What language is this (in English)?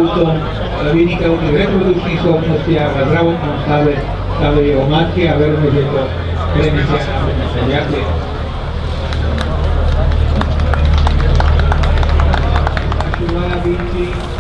Slovak